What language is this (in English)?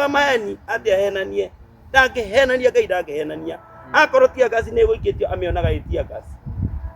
Kikuyu